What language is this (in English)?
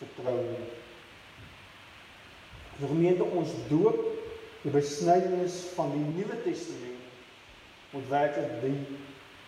Afrikaans